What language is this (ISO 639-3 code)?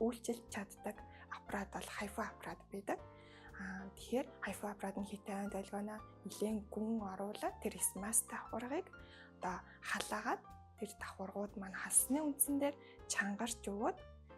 mon